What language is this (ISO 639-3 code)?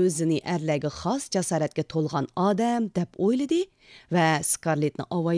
uig